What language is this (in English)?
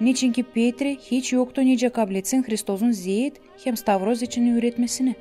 Gagauz